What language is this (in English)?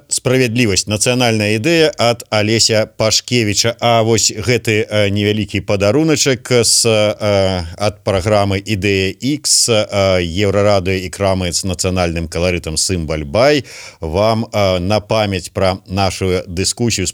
Belarusian